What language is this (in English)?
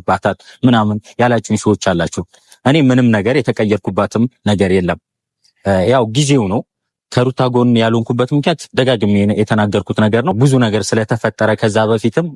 Amharic